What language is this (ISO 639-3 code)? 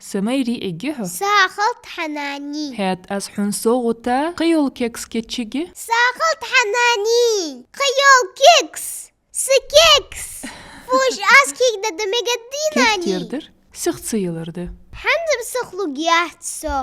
inh